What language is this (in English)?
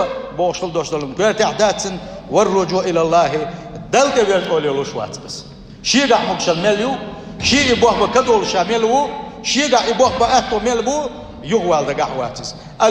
Chechen